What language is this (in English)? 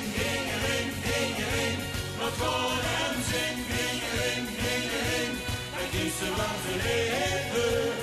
Limburgish